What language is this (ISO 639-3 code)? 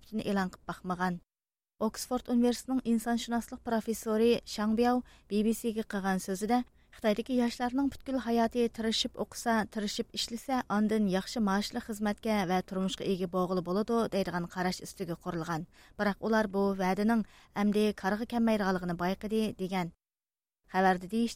uig